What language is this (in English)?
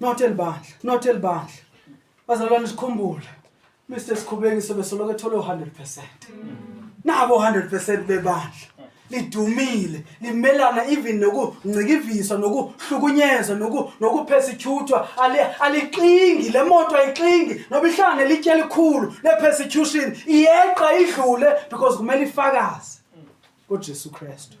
Zulu